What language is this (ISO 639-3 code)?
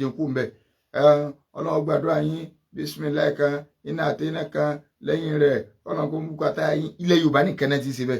yor